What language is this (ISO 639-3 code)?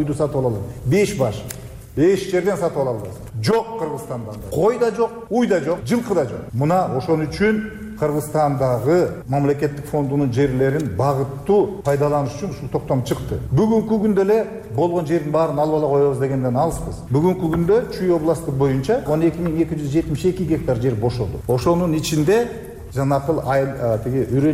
kir